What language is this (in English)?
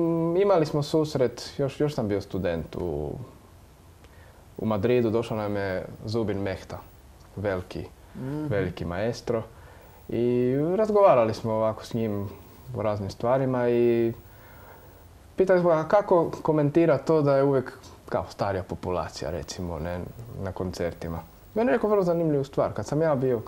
Croatian